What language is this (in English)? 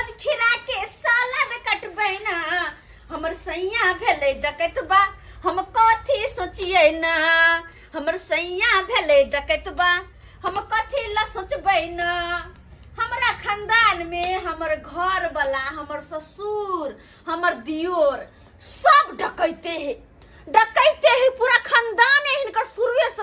Maithili